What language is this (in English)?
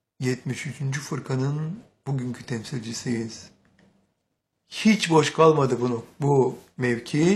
Turkish